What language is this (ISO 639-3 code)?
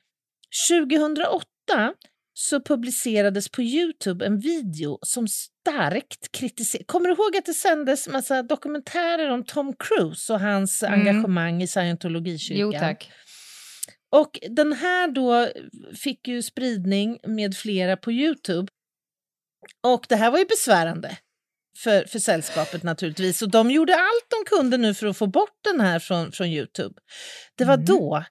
swe